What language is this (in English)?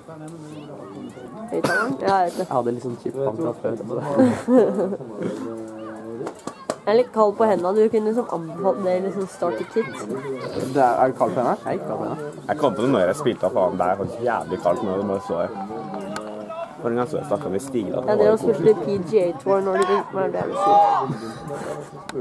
Norwegian